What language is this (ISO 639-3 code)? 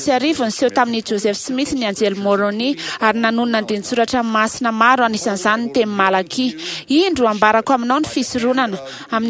mlg